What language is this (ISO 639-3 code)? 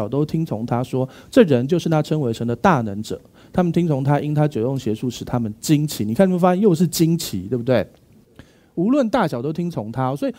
zho